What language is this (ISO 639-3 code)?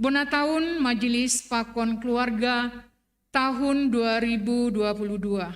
bts